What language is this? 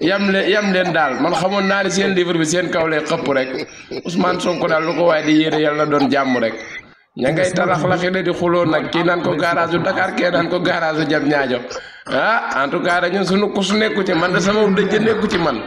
Wolof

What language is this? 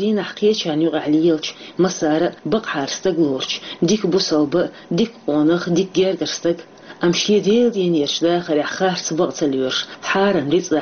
Chechen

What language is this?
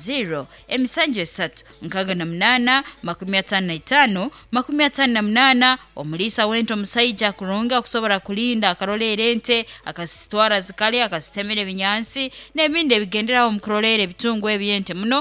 Nyoro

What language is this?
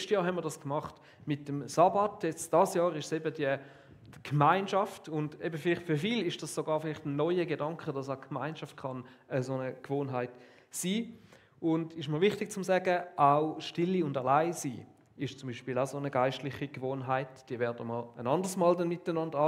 Swiss German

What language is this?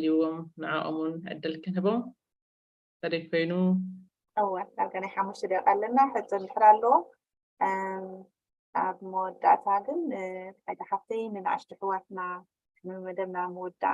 Tigrinya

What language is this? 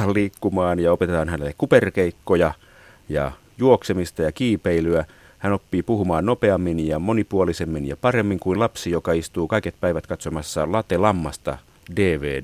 Finnish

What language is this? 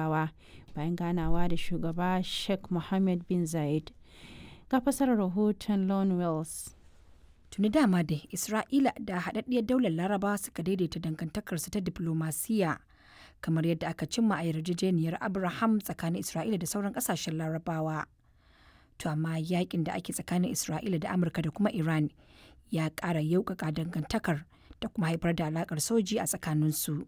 Hausa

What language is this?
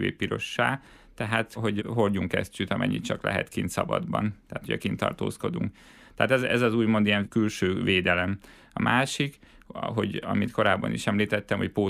Hungarian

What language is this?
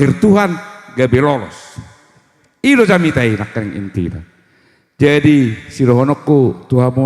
Batak Toba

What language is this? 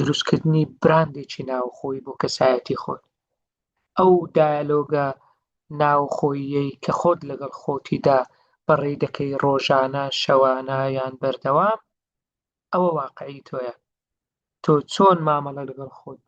Central Kurdish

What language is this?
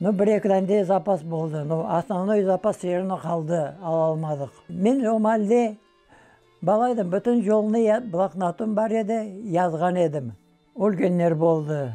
Crimean Tatar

